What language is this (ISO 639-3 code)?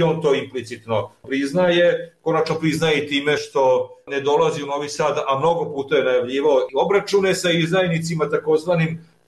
srp